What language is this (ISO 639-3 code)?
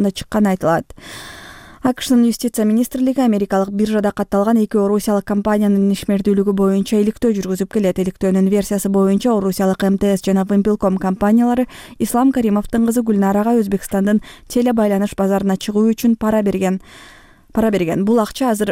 kir